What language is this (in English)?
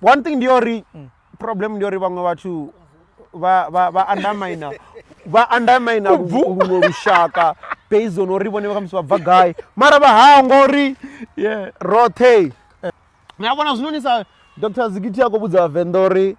Venda